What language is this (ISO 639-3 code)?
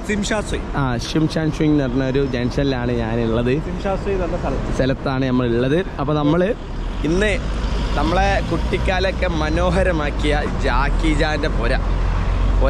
mal